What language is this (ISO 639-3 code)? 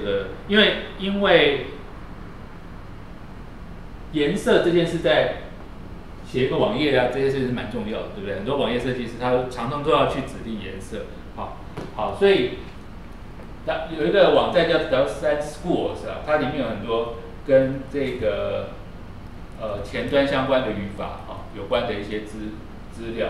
zho